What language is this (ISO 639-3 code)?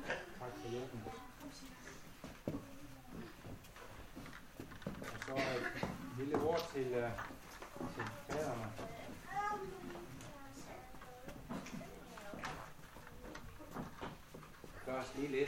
dan